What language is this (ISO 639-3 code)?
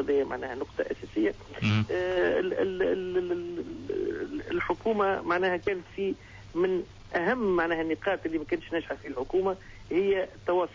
aeb